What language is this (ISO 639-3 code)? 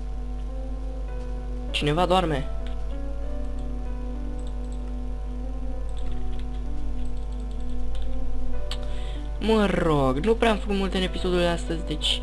ron